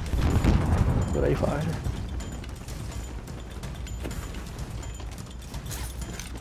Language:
Vietnamese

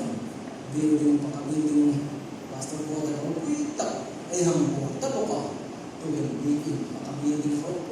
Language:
Hmar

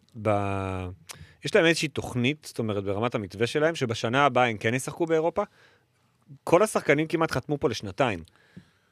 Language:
Hebrew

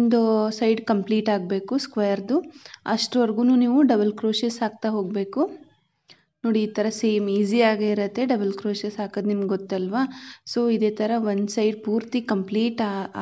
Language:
Kannada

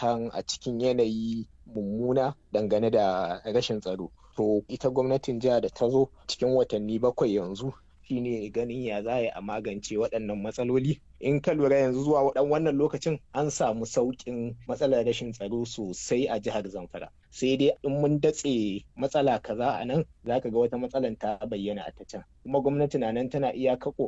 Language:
Hausa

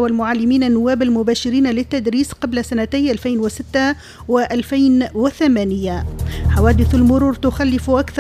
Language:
Tunisian Arabic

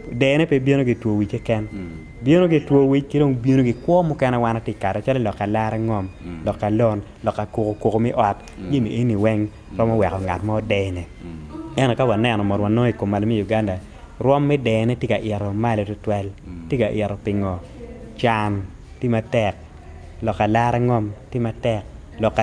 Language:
Acoli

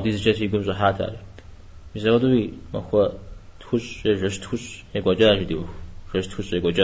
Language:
Kabardian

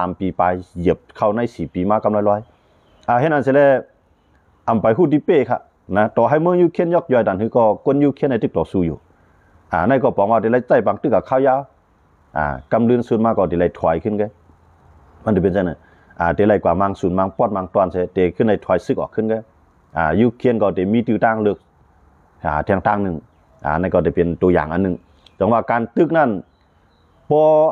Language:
Shan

